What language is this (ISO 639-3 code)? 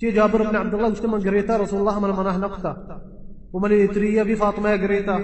bal